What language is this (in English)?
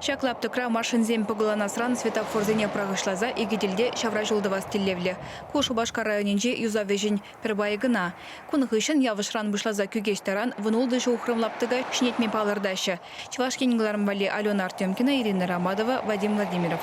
Chuvash